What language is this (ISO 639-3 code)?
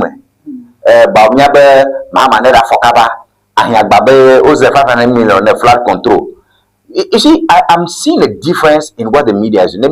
ewe